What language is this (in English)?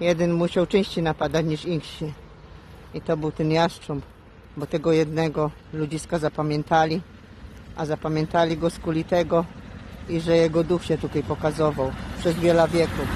Silesian